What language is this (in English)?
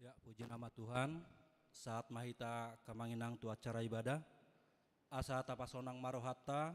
Batak Toba